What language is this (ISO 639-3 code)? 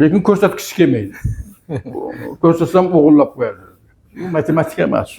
uzb